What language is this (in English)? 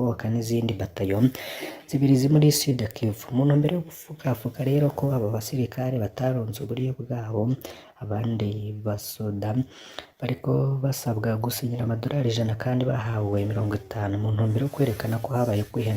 Rundi